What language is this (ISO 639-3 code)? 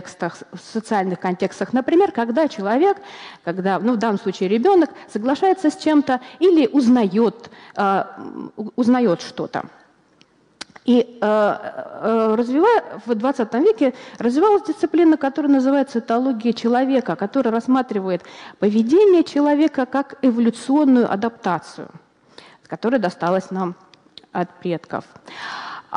rus